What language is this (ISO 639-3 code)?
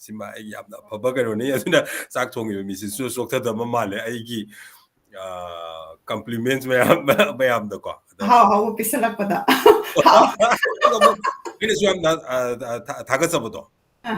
mni